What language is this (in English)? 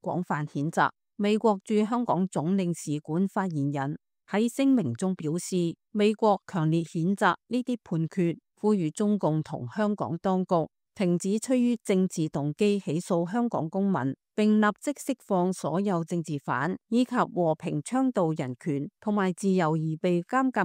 Cantonese